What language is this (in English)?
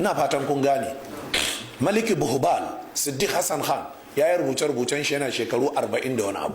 Hausa